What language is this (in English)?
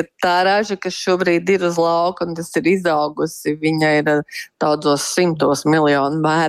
Latvian